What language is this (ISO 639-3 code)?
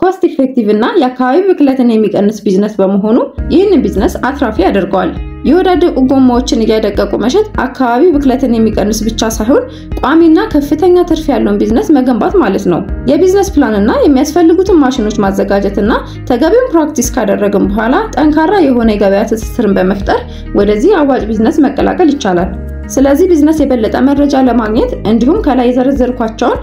amh